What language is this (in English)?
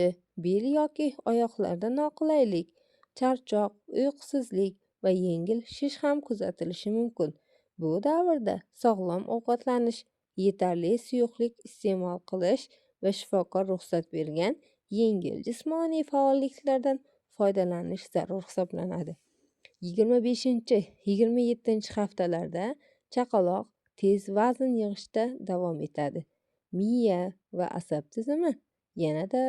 Uzbek